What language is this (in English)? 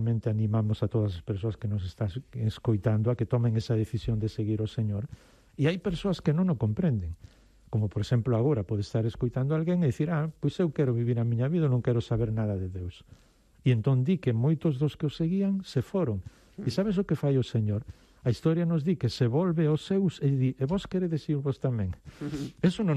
Galician